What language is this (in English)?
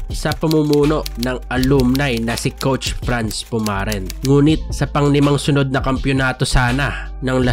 Filipino